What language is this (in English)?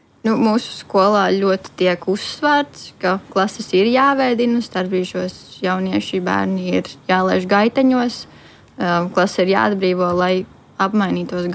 Latvian